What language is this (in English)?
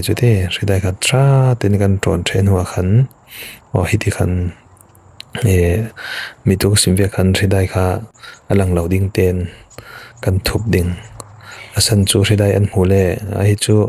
Falam Chin